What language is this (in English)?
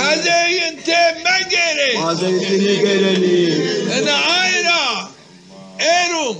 Zaza